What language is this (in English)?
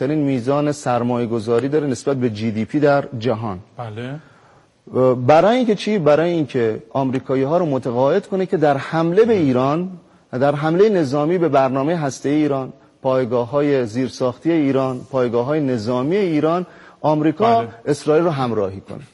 Persian